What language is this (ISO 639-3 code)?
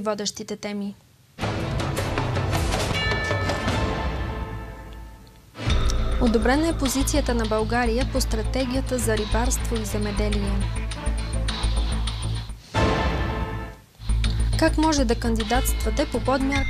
bul